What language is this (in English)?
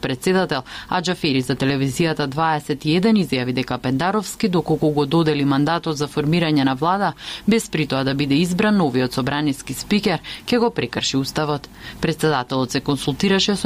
Macedonian